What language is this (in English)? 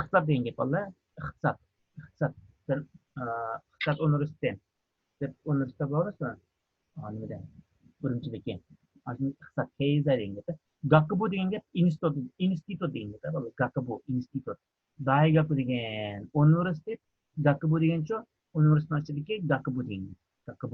Uyghur